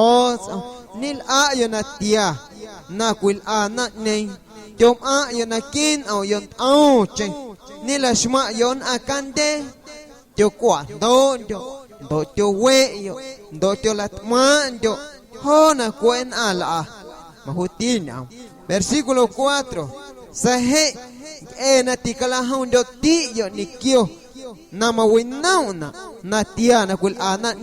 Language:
Guerrero Amuzgo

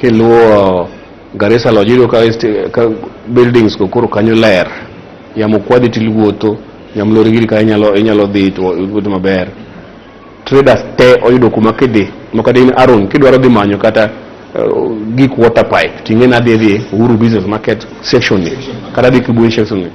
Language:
Luo (Kenya and Tanzania)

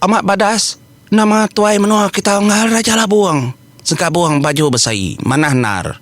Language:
Iban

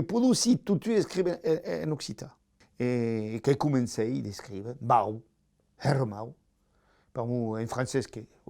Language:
Occitan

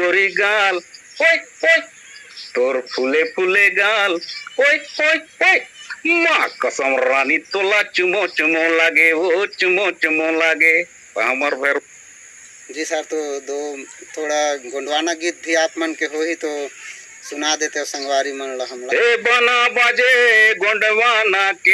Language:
Chhattisgarhi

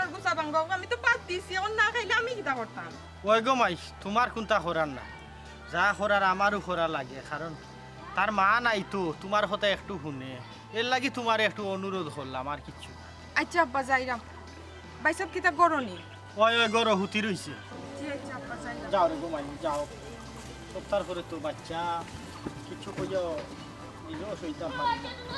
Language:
Sylheti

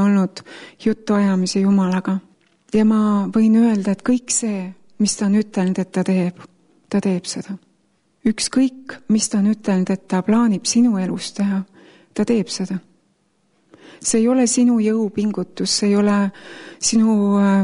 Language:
Estonian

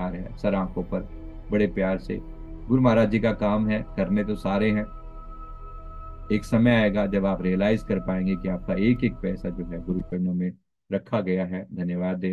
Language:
Hindi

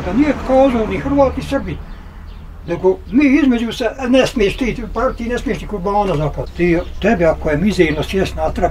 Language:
Bosnian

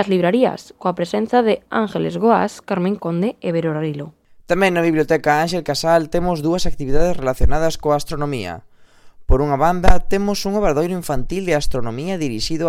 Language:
Galician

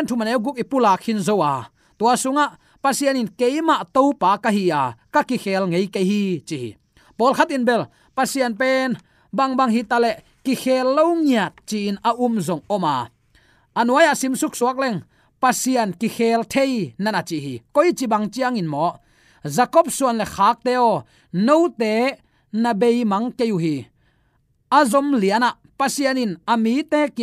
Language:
Tedim Chin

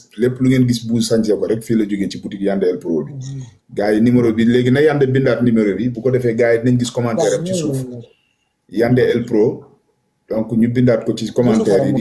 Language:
Wolof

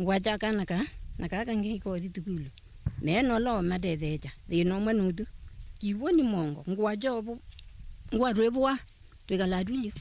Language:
Kamba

